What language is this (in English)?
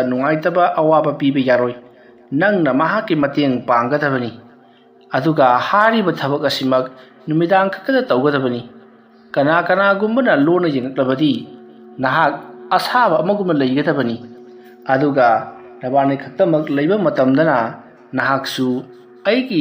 Manipuri